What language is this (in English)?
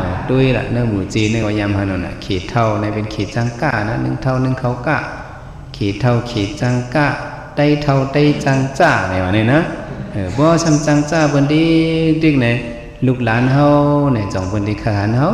Shan